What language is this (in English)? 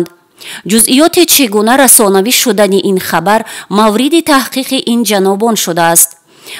Tajik